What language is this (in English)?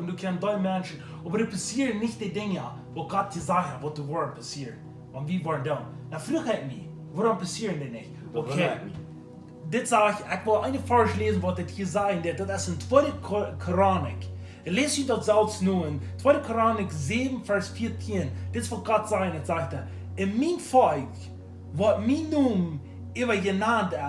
Plautdietsch